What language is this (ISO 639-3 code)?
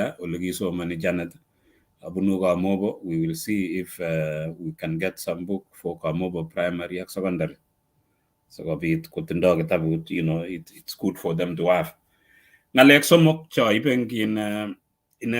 kln